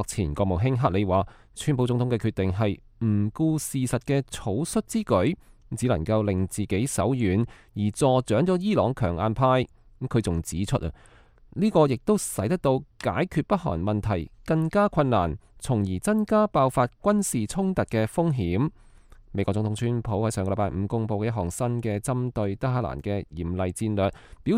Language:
Cantonese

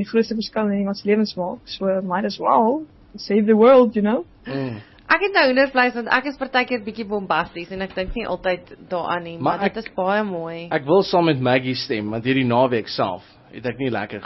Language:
Afrikaans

